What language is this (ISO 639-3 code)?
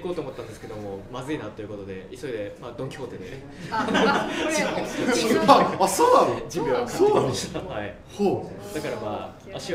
jpn